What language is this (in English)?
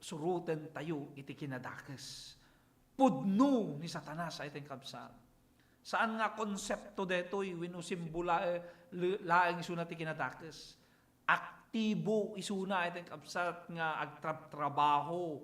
Iloko